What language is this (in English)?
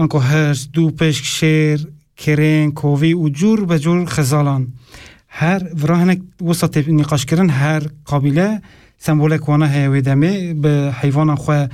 Kurdish